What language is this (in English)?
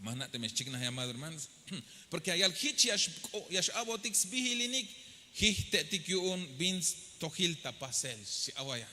Tzeltal